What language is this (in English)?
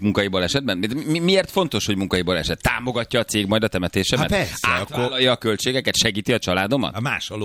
Hungarian